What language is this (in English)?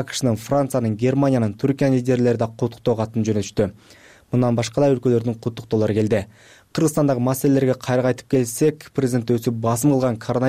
Kyrgyz